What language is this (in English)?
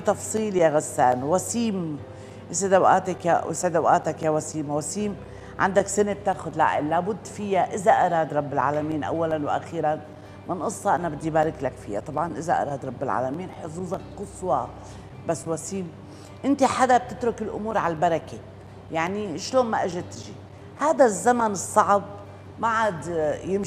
North Levantine Arabic